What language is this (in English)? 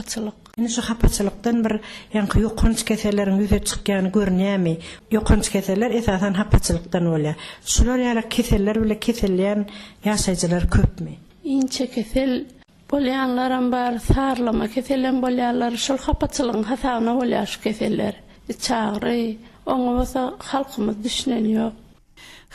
Turkmen